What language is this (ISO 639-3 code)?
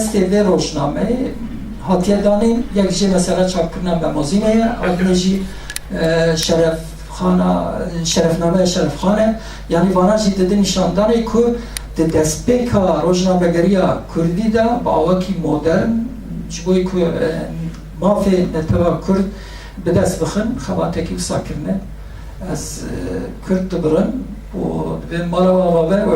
kur